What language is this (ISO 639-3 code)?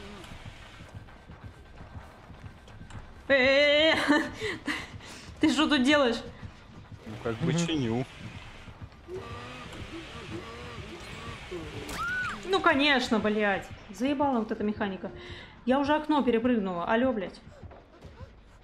rus